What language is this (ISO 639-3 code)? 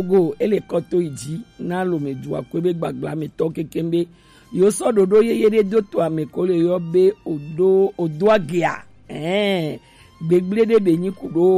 gej